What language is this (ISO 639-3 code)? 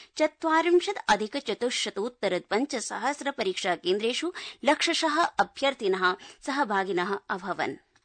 san